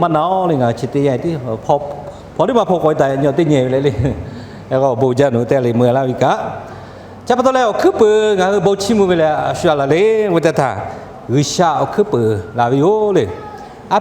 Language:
Lahu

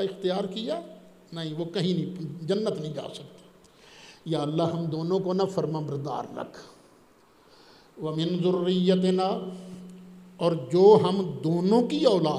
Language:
Urdu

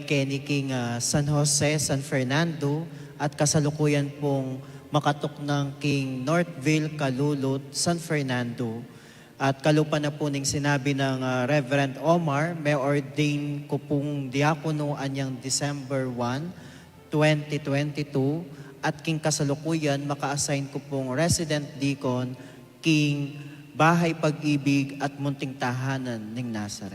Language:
Pampanga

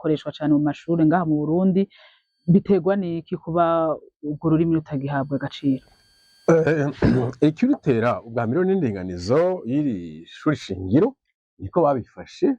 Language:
Rundi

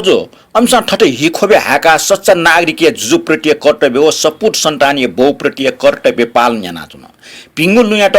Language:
Newari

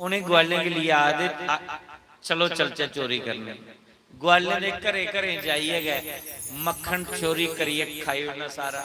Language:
Dogri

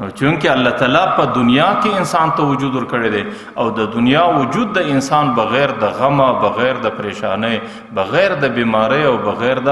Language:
Pashto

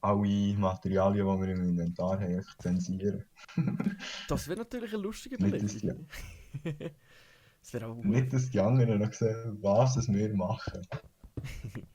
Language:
Swiss German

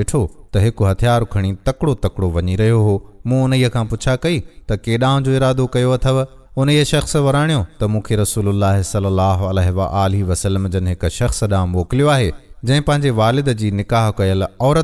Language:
Sindhi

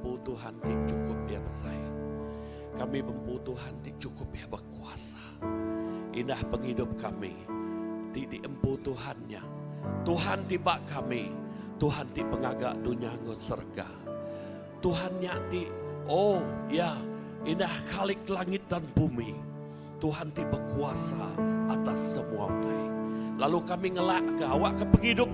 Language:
Iban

